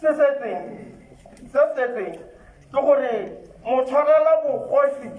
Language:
Tswana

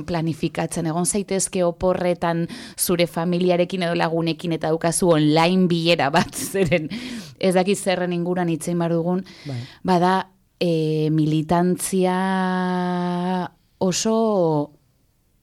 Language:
Basque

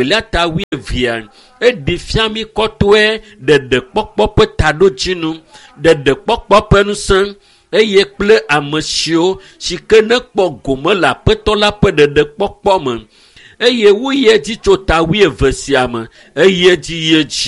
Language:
Ewe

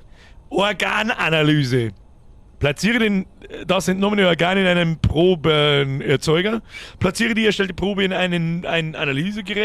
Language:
Bavarian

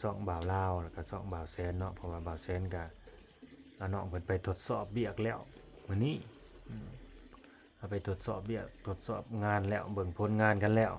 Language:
Lao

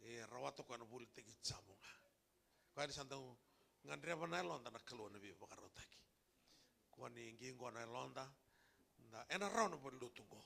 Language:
Fijian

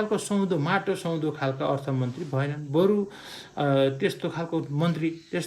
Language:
Nepali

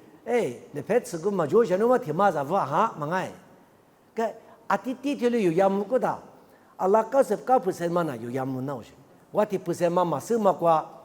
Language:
Lisu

